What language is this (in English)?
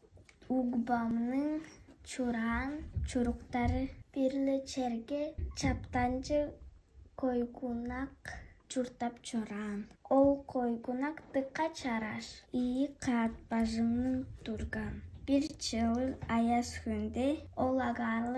Tuvinian